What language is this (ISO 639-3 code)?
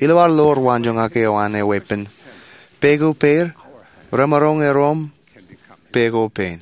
mah